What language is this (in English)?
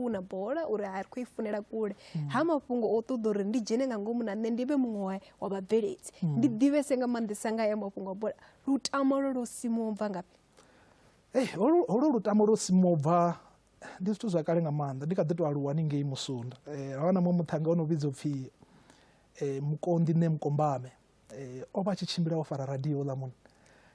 Venda